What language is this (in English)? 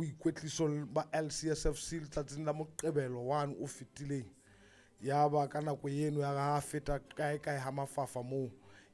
Southern Sotho